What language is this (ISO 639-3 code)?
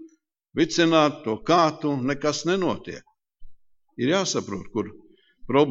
lav